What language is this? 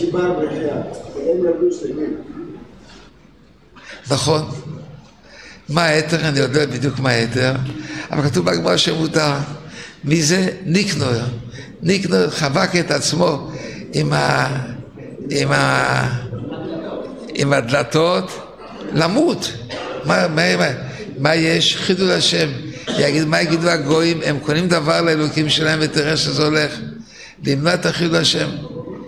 Hebrew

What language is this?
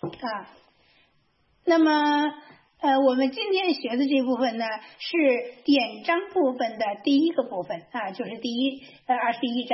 Chinese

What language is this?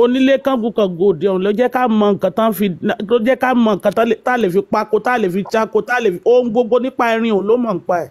Yoruba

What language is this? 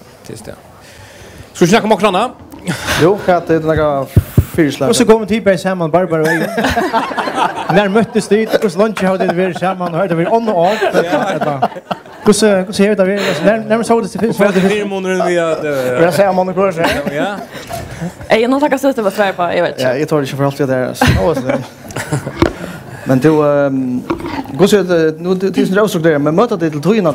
Faroese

